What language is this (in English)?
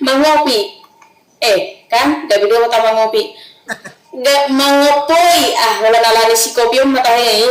Batak Toba